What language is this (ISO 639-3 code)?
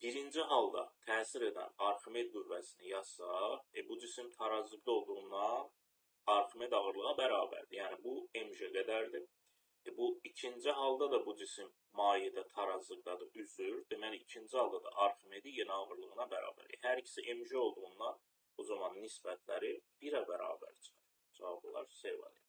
aze